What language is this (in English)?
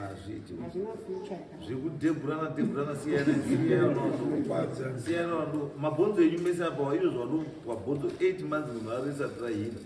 Shona